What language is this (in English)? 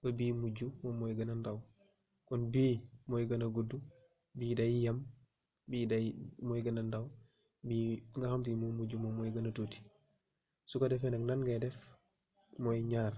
Wolof